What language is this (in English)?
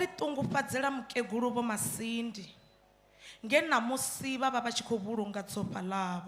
Venda